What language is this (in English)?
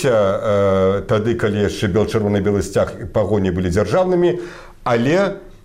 Belarusian